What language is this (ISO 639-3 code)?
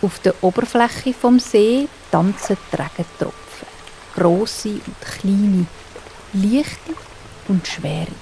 gsw